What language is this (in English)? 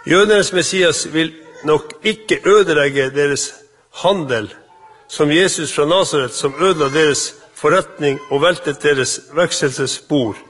Norwegian